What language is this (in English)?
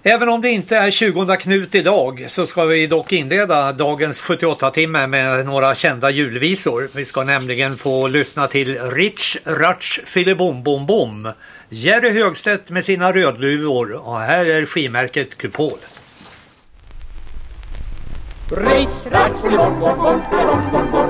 Swedish